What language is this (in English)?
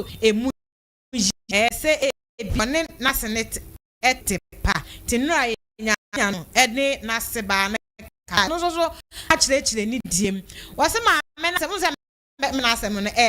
Akan